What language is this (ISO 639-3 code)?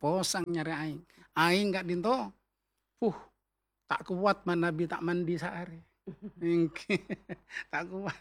mad